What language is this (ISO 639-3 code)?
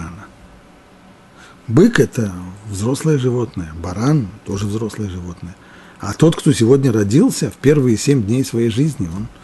rus